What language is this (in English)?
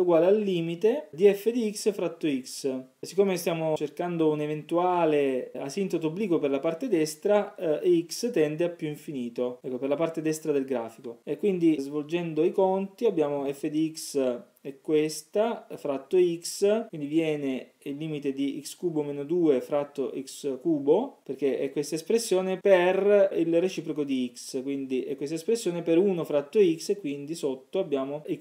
Italian